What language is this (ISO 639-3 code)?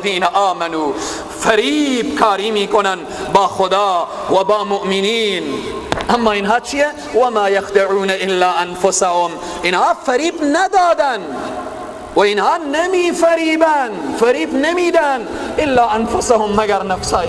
fas